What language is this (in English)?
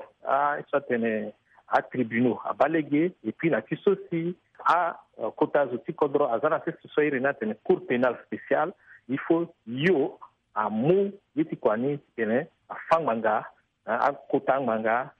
Sango